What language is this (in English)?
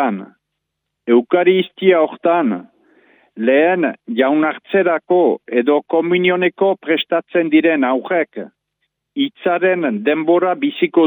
Basque